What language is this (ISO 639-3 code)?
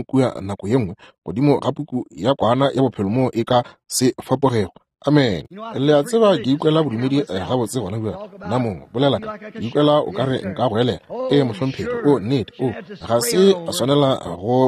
nso